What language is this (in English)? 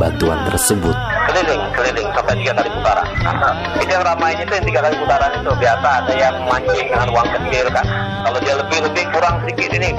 Indonesian